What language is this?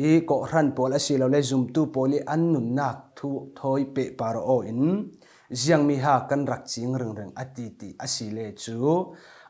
Falam Chin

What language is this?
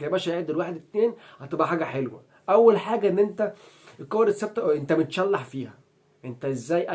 Egyptian Arabic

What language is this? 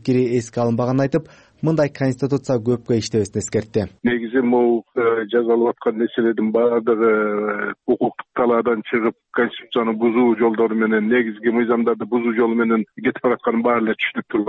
Kyrgyz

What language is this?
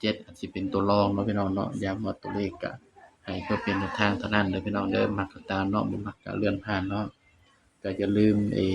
Northeastern Thai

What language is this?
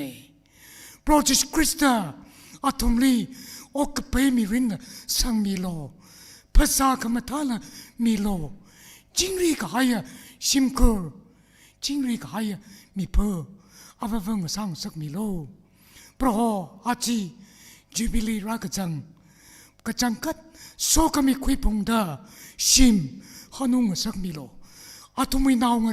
Tangkhul Naga (India)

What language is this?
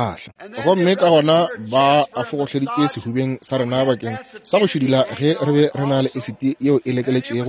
Northern Sotho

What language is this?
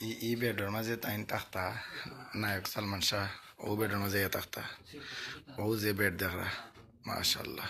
Sylheti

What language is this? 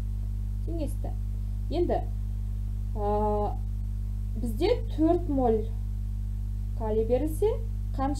Kazakh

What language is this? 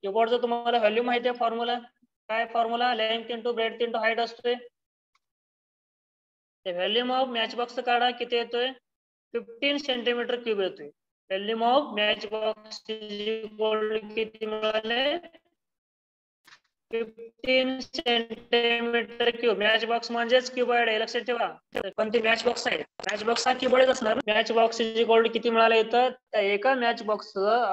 Marathi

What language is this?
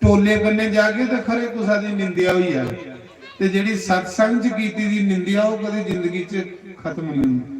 Dogri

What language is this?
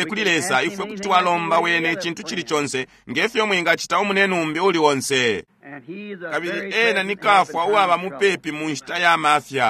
Bemba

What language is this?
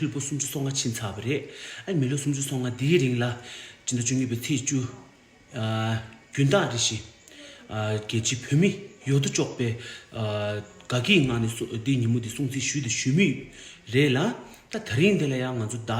Tibetan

